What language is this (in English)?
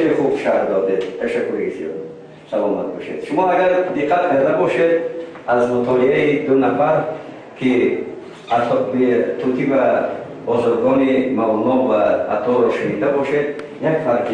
Tajik